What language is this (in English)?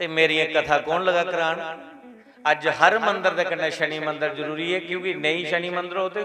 Dogri